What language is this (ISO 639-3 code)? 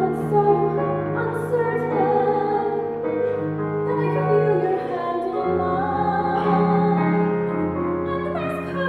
eng